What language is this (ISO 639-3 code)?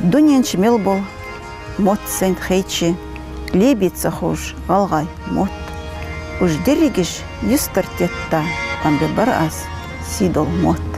inh